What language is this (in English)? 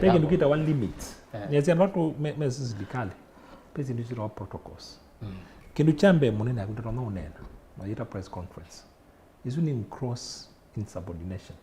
Kamba